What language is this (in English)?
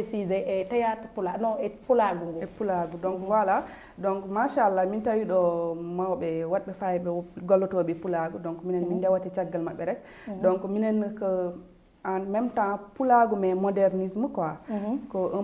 Fula